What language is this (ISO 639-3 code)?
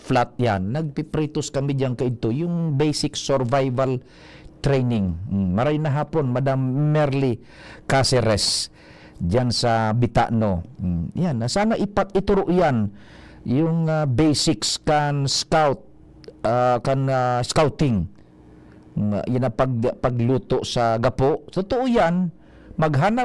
bik